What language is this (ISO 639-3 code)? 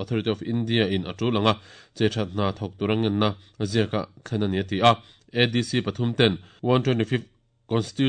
lus